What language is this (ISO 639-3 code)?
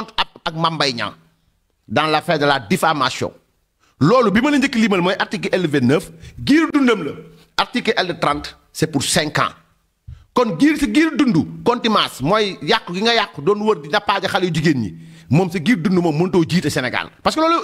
wol